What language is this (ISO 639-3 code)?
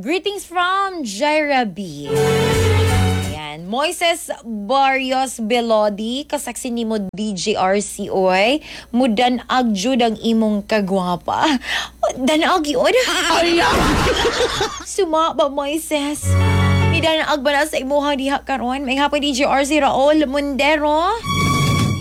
ceb